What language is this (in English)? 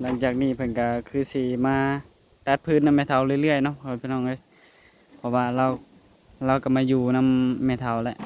Lao